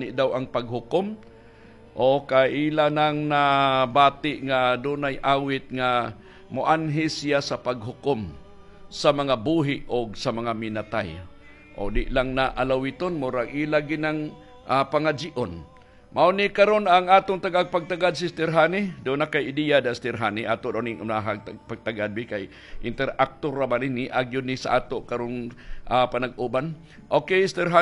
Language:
Cebuano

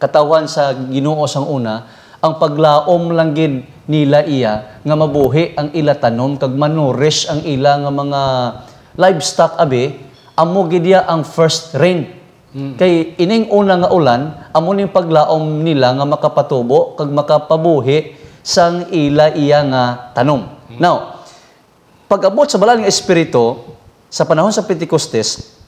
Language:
Hiligaynon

